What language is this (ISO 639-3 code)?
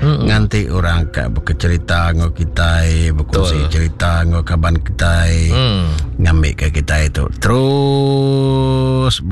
iba